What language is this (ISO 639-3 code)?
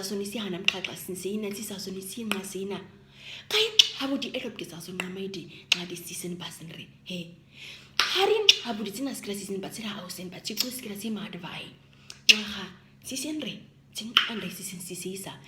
naq